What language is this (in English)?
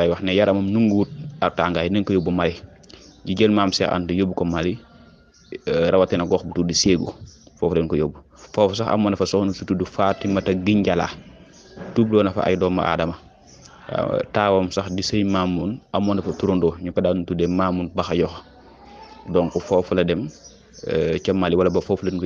Wolof